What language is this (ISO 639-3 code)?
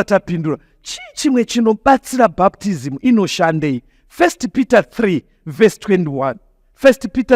sna